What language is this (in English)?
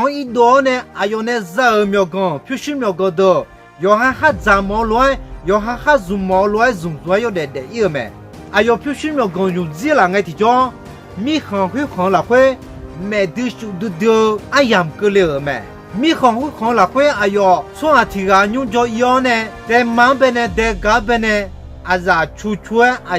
Akha